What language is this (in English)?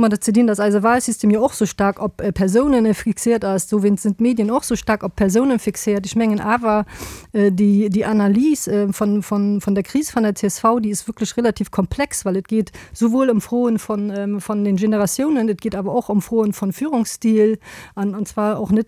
Luxembourgish